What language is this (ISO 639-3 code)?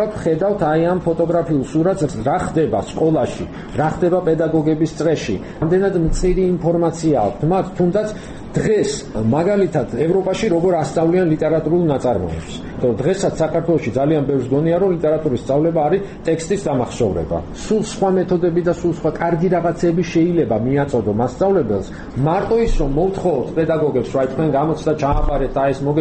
kat